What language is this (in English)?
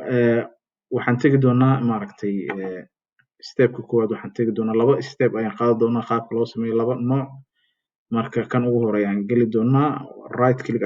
Somali